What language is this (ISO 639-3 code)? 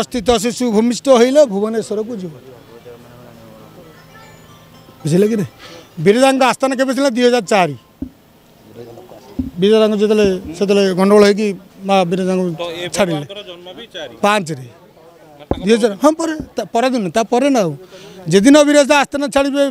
ori